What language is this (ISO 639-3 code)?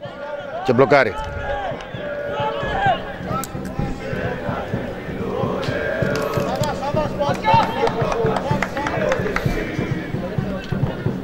ell